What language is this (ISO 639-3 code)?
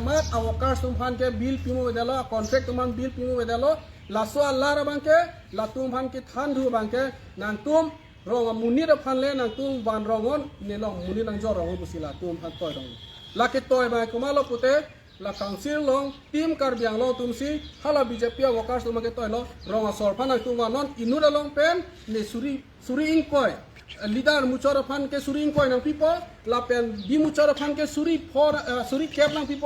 mjw